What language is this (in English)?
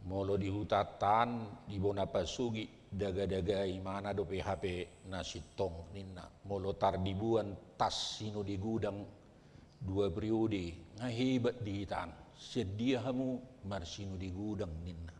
Batak Toba